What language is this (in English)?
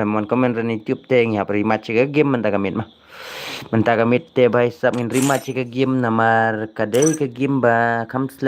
Khasi